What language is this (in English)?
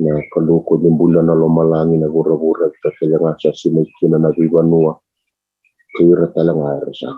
Fijian